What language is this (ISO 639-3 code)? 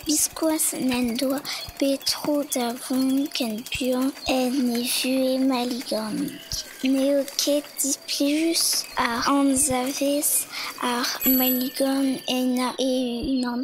bre